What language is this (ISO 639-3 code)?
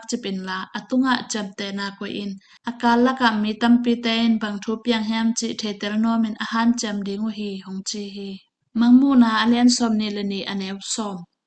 ctd